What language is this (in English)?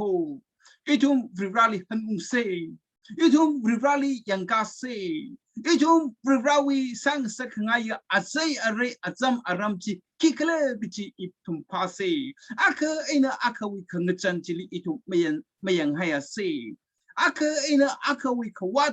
Tangkhul Naga (India)